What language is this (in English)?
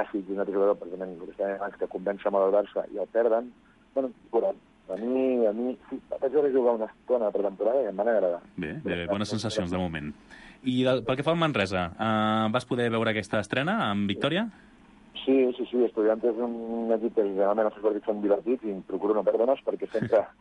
Catalan